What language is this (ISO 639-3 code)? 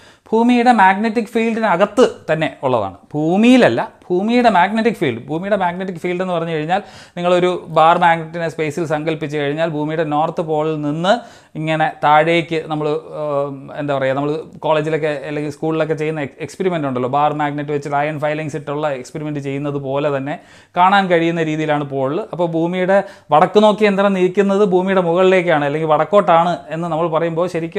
mal